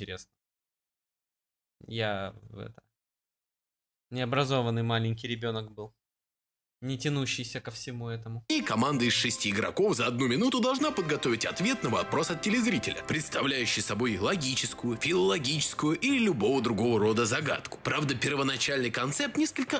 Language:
Russian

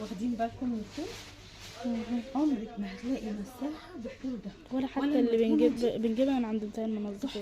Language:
Egyptian Arabic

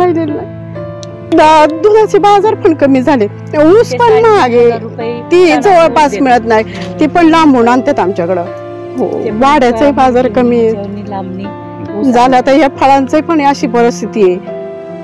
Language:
Marathi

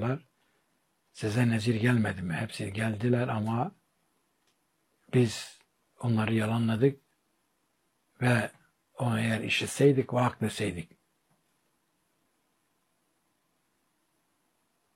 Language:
Turkish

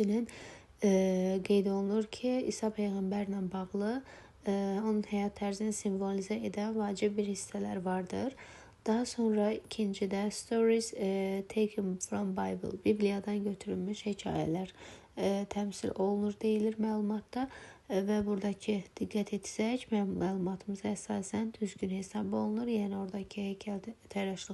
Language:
Azerbaijani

